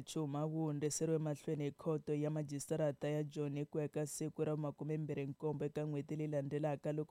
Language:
Tsonga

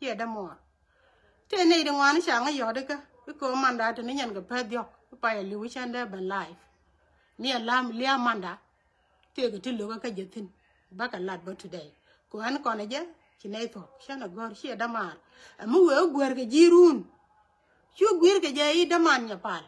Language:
Nuer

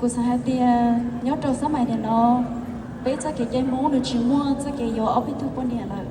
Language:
Hmong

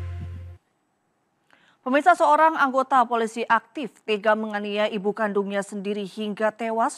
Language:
Indonesian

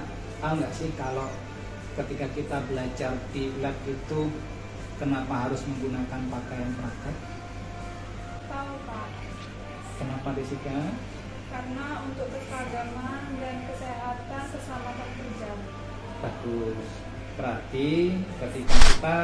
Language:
Indonesian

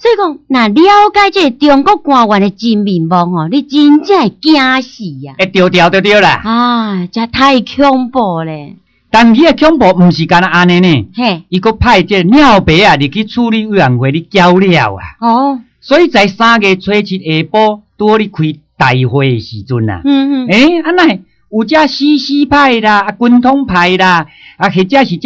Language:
Min Nan Chinese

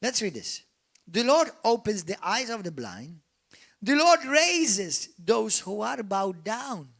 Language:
English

